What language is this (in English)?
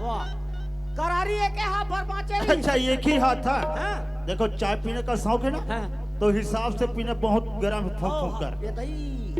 Chhattisgarhi